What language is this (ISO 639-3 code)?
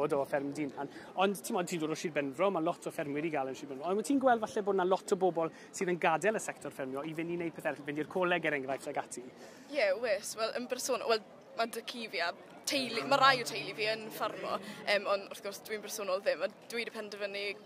cym